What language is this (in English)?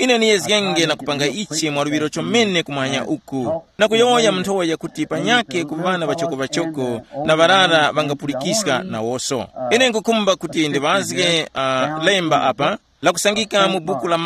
Tumbuka